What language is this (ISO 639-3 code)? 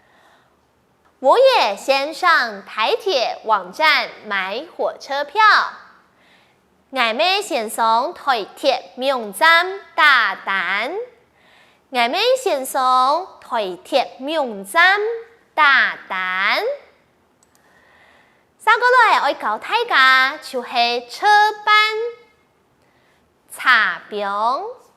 hak